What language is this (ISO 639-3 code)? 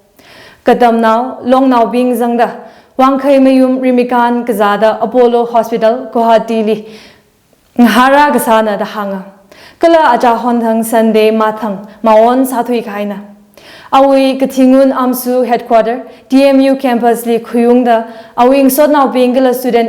nmf